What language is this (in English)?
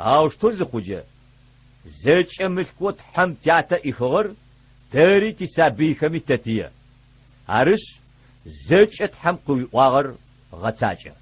Adyghe